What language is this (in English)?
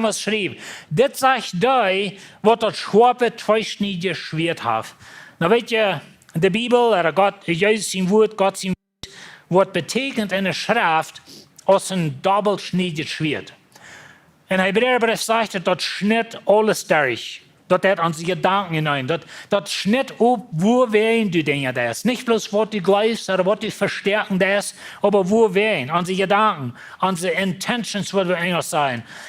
Plautdietsch